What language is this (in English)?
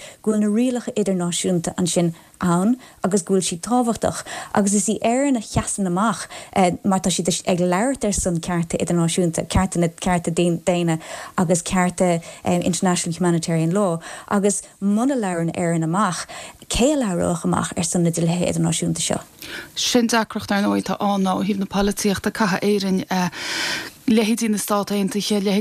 Irish